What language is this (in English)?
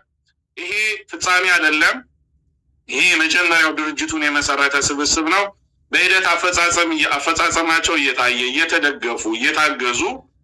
Amharic